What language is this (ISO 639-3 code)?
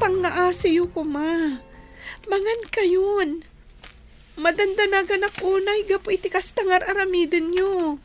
ilo